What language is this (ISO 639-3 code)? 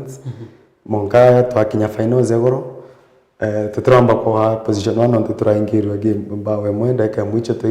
mer